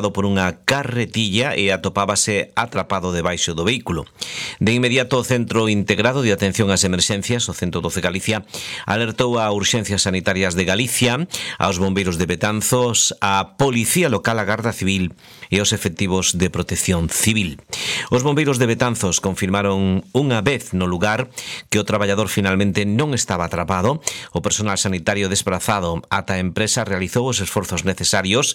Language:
Galician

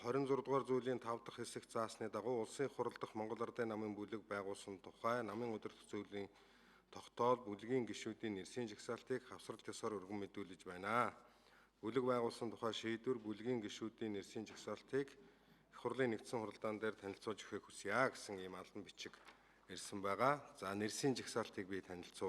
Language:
Mongolian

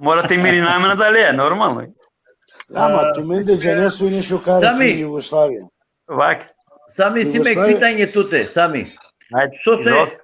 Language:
Balkan Romani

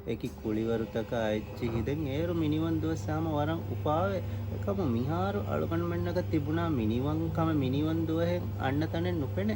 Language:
Divehi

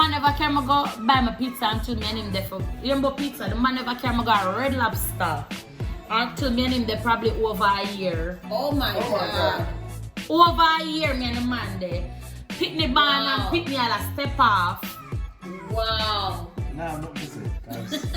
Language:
Jamaican Creole English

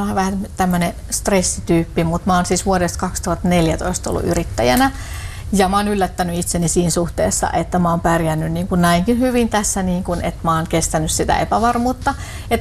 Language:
Finnish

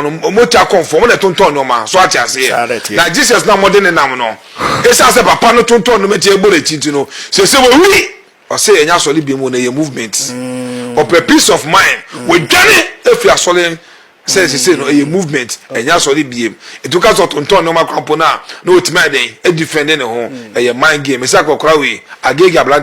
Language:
Akan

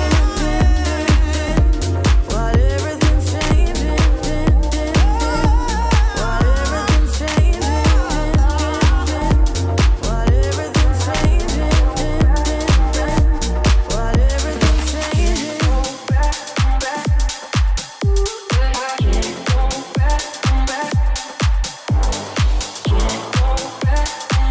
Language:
English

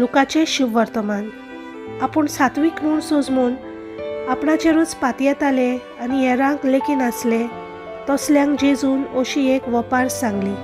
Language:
Konkani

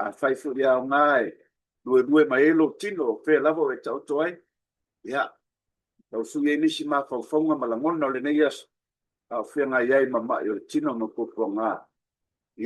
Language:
Samoan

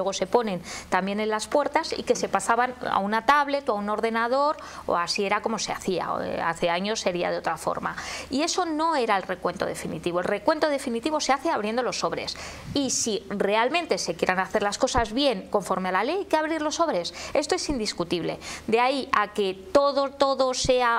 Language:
Spanish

